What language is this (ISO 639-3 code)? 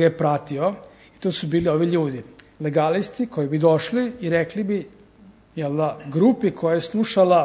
srp